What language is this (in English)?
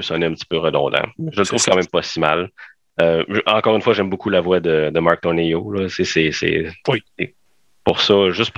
French